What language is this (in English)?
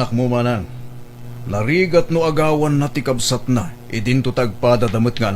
Iloko